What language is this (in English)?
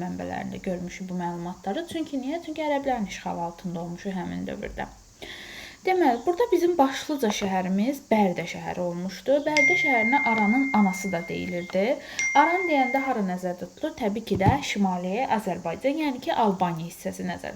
Azerbaijani